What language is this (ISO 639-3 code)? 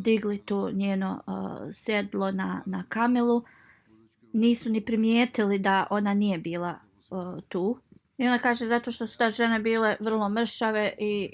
bos